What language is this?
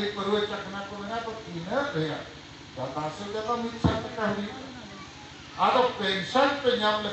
Santali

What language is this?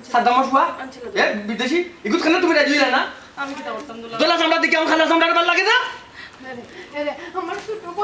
Sylheti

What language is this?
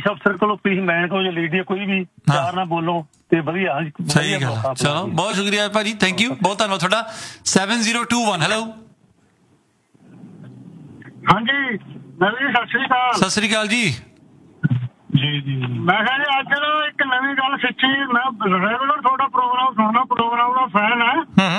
Punjabi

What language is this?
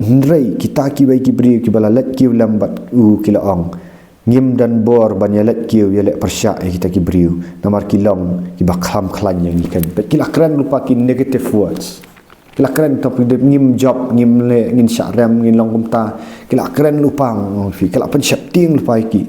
Khasi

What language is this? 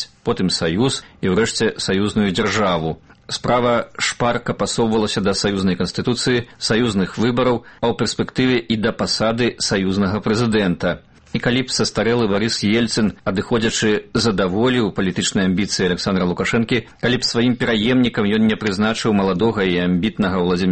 Belarusian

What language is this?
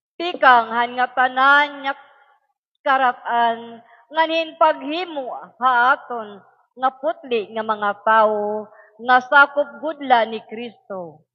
Waray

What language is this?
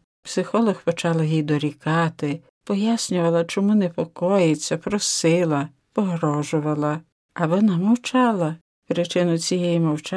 Ukrainian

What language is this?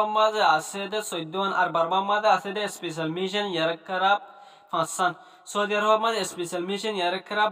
Rohingya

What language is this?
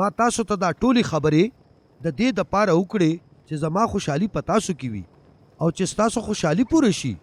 Pashto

